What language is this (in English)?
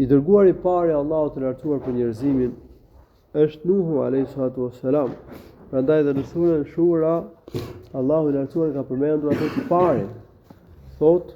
Albanian